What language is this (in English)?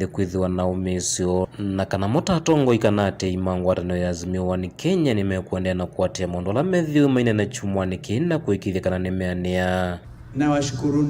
Kamba